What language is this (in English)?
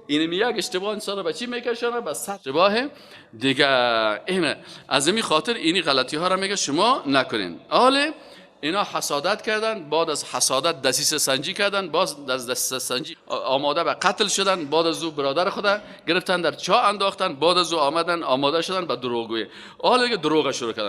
Persian